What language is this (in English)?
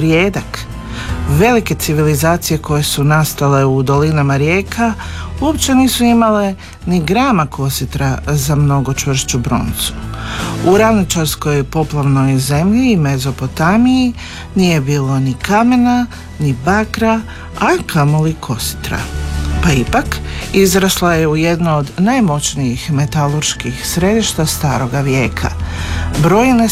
Croatian